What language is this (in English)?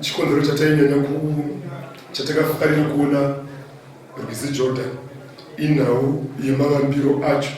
Shona